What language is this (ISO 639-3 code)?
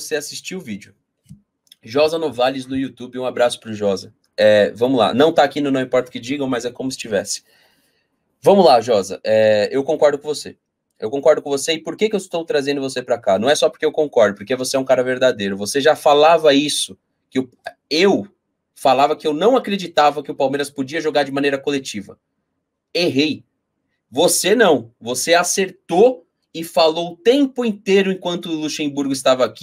por